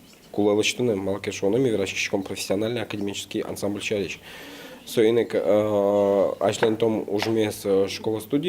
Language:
Udmurt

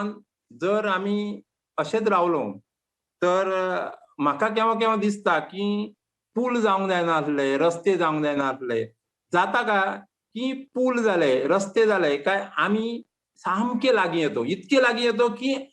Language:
Konkani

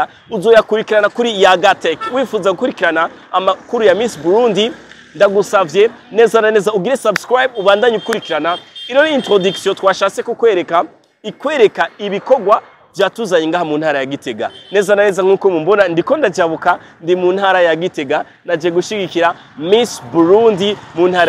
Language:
Rundi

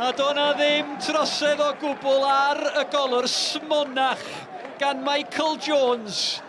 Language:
Welsh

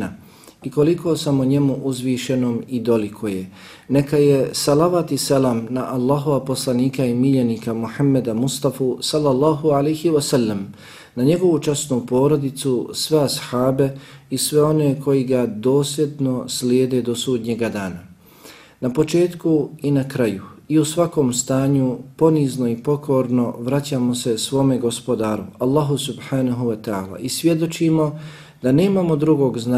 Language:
Bosnian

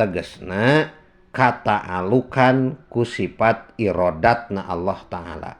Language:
Sundanese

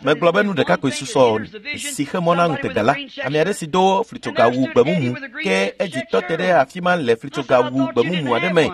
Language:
Ewe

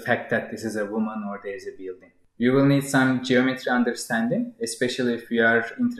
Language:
English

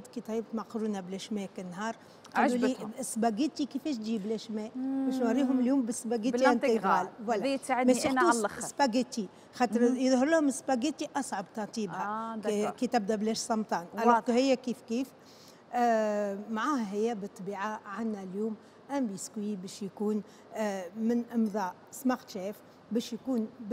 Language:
Tunisian Arabic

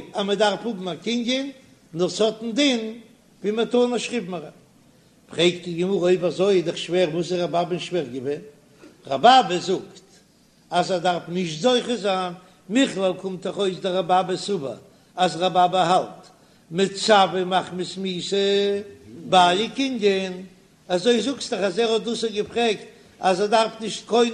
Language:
Yiddish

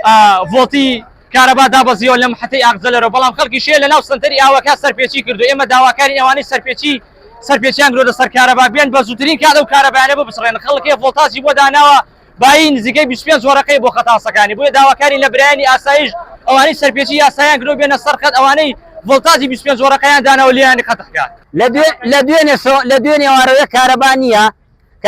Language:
Central Kurdish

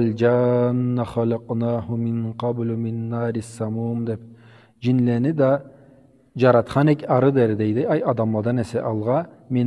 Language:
Karachay-Balkar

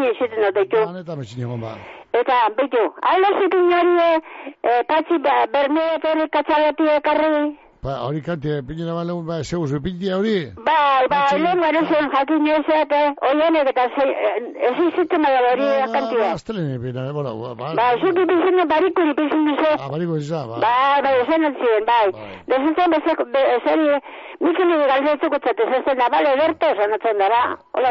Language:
Basque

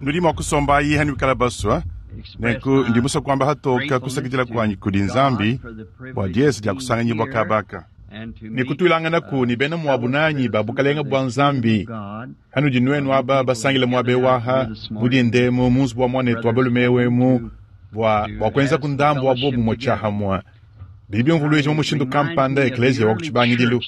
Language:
Luba-Lulua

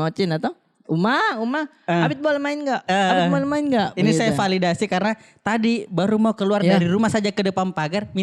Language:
Makassar Malay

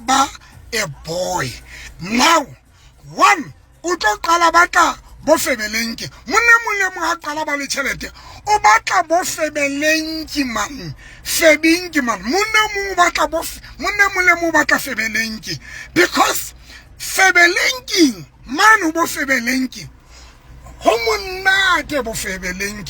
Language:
Southern Sotho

